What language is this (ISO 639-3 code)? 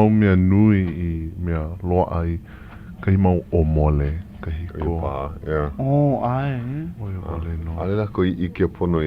haw